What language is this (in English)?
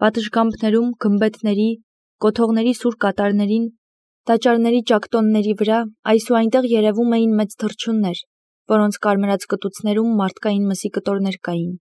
Armenian